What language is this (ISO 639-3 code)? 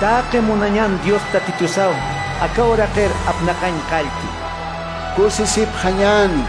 aym